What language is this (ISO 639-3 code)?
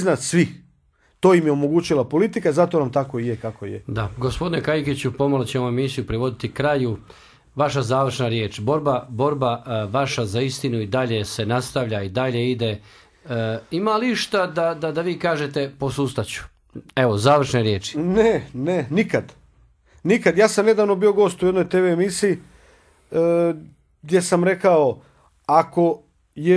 hrv